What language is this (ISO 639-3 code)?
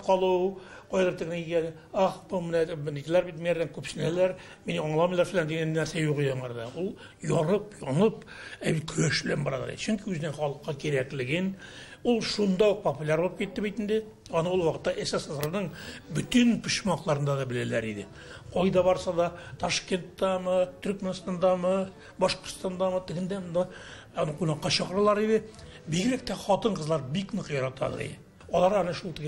tat